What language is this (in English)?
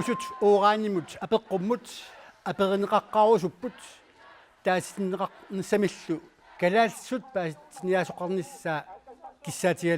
Kalaallisut